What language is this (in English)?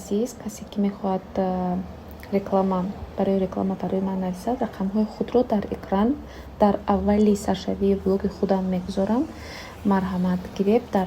Tajik